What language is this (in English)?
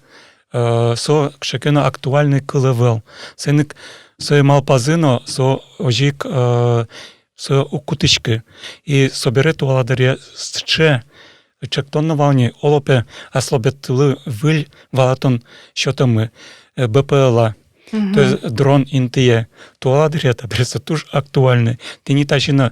Udmurt